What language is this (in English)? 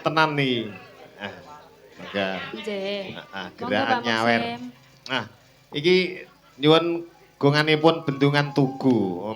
Javanese